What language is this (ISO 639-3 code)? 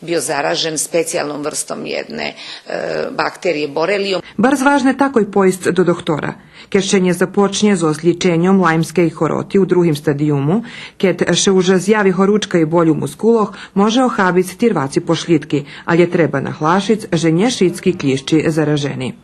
rue